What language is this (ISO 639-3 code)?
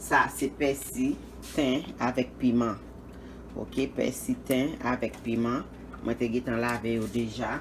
hat